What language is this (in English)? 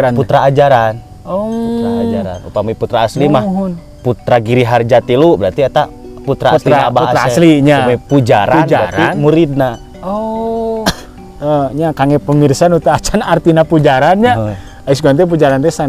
Sundanese